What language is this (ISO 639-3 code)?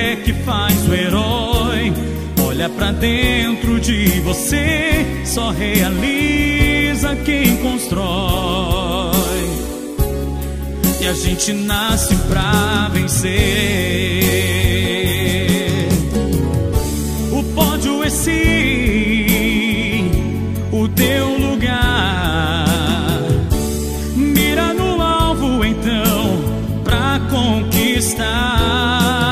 por